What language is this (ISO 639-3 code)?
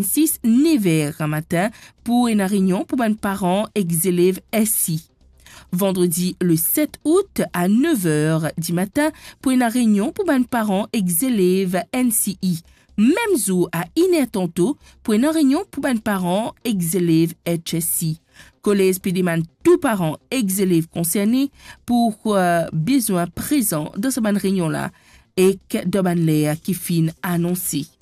mfe